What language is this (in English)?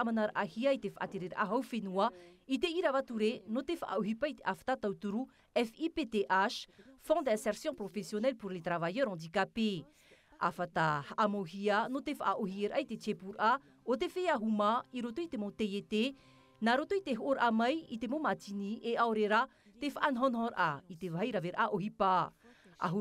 Tahitian